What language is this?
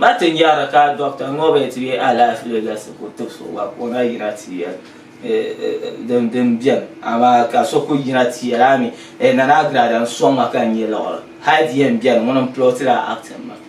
Dagbani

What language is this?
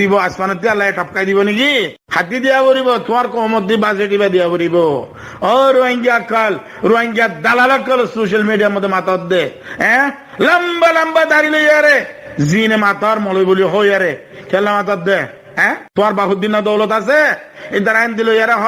Rohingya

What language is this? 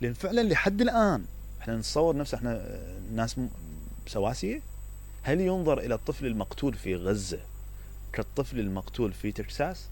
Mesopotamian Arabic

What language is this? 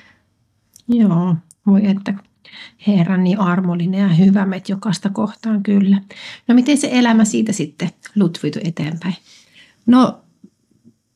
Finnish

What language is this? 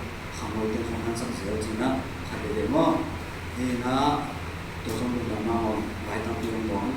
Tedim Chin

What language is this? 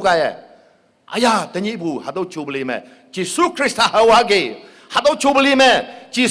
Konyak Naga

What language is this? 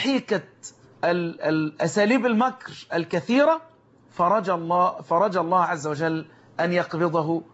Egyptian Arabic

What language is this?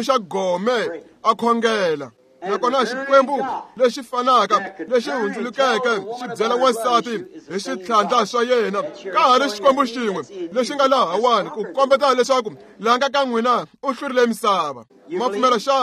Tsonga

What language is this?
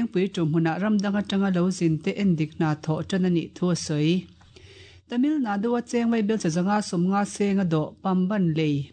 Mizo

